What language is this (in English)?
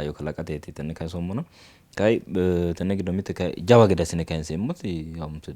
Sidamo